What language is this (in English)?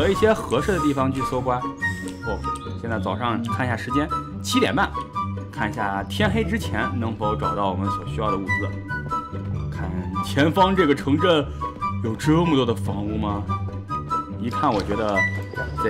Chinese